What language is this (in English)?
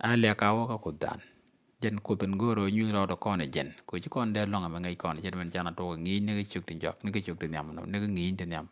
Nuer